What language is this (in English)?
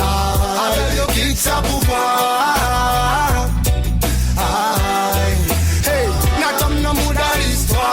Seselwa Creole French